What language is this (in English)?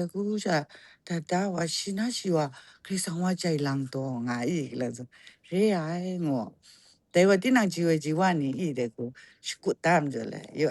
Kachin